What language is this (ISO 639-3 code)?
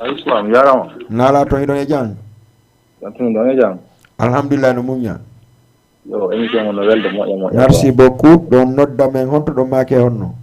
ful